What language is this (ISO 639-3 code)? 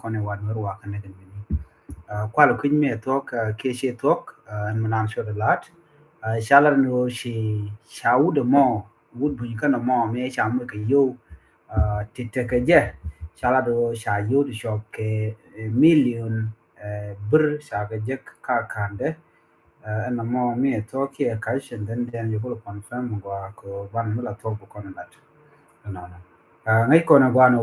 nus